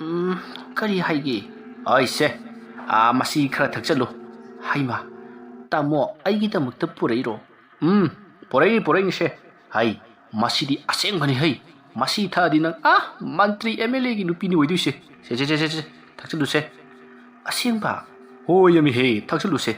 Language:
Manipuri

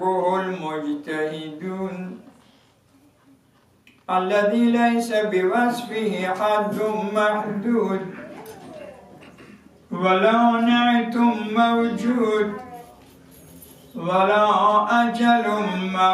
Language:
Persian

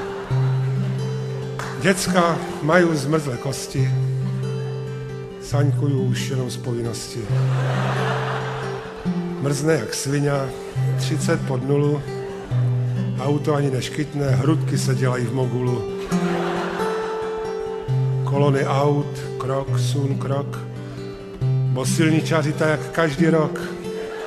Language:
Czech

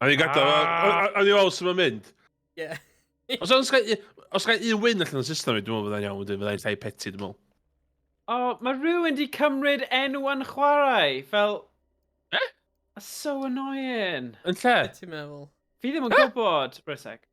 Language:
Welsh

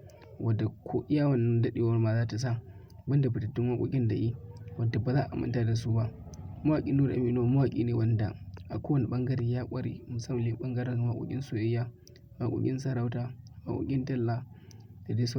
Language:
Hausa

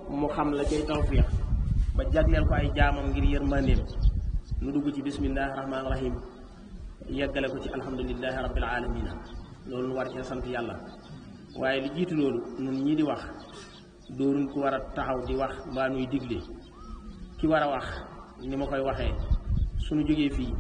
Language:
Wolof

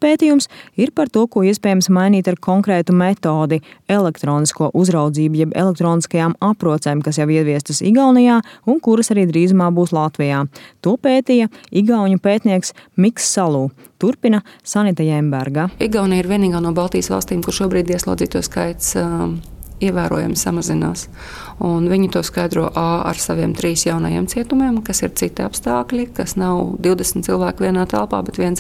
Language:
Latvian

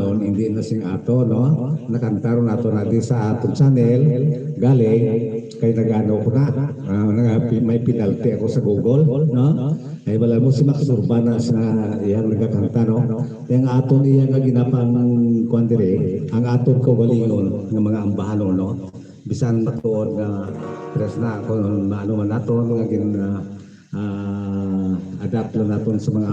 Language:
Hiligaynon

